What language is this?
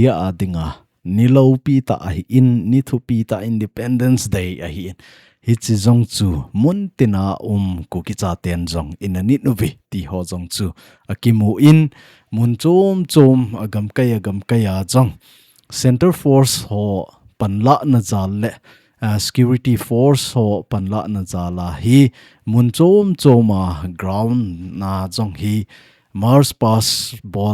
Thado Chin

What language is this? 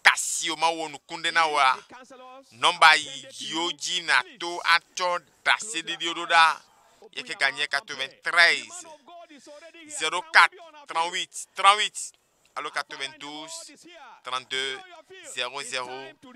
Ewe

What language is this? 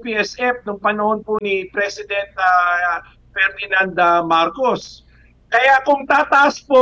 Filipino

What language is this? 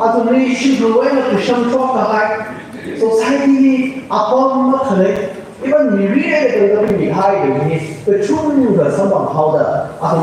Tangkhul Naga (India)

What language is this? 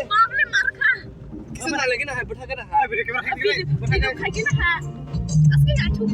Kok Borok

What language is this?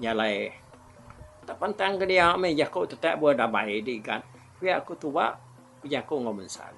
Iban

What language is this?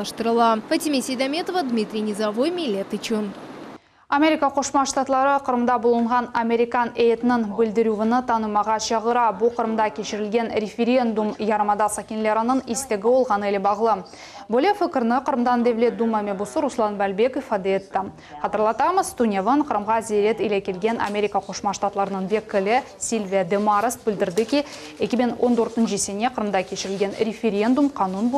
Crimean Tatar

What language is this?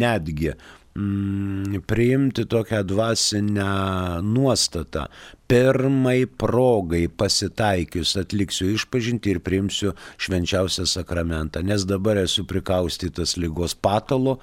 Lithuanian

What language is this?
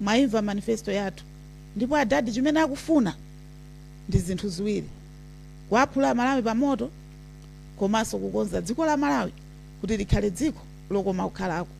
Nyanja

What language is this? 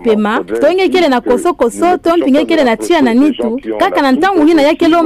Kituba (Democratic Republic of Congo)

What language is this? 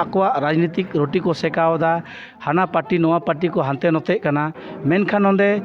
Santali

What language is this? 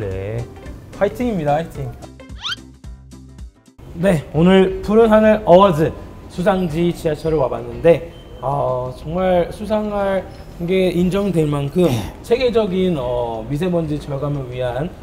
Korean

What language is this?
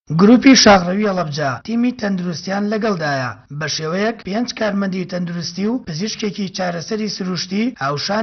Central Kurdish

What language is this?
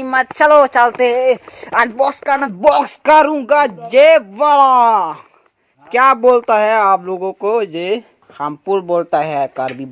Karbi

